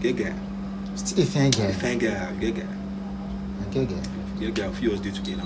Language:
Nigerian Pidgin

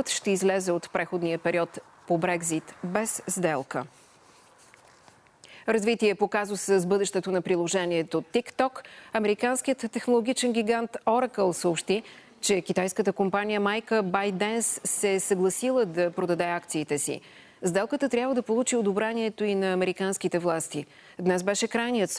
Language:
Bulgarian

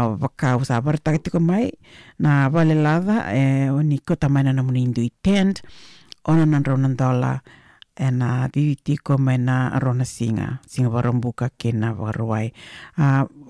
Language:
Fijian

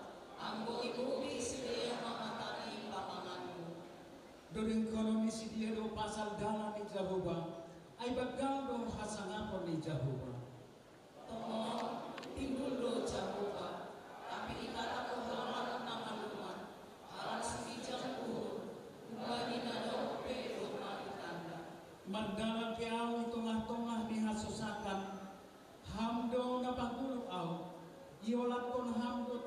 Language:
Batak Simalungun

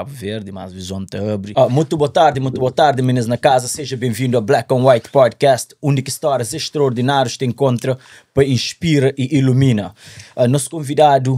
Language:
Kabuverdianu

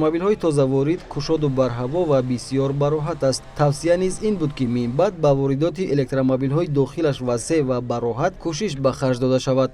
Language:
Tajik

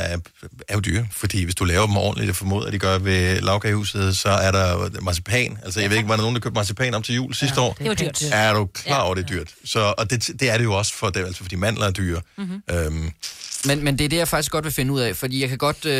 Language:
Danish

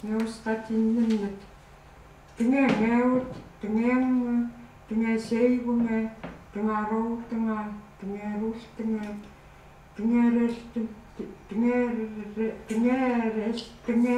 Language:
Chukot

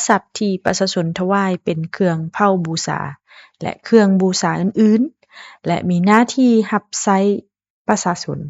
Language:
Lao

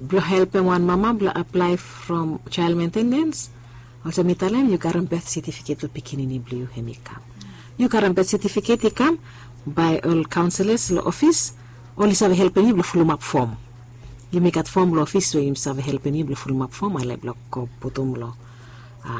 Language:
Bislama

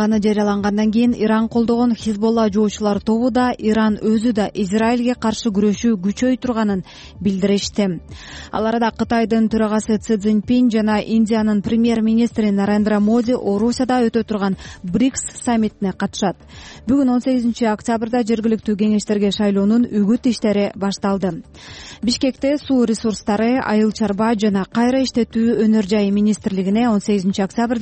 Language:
Kyrgyz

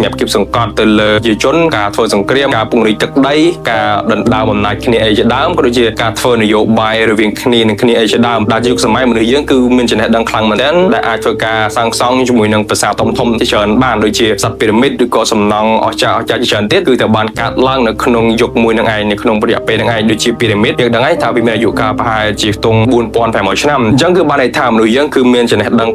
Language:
Khmer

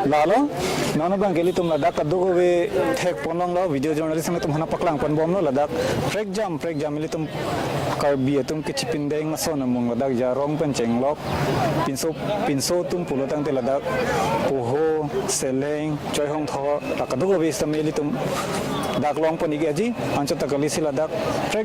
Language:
Karbi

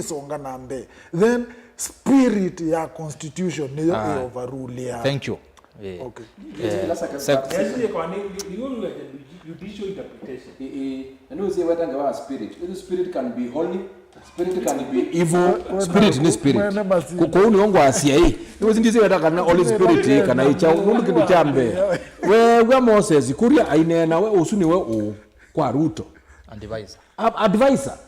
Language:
Kamba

